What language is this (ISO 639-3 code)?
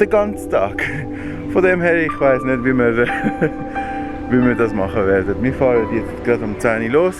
gsw